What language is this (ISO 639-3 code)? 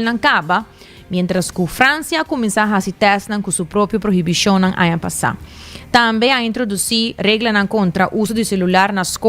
pap